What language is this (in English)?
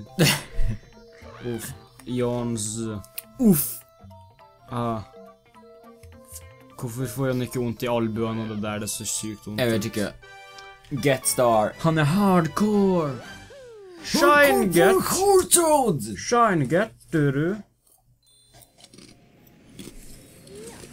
Norwegian